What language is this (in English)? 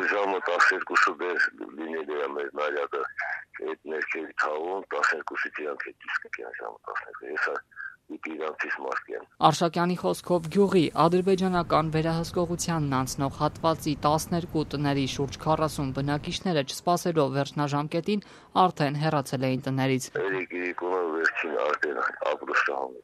Armenian